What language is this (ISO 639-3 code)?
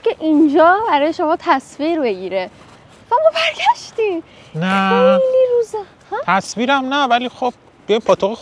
fas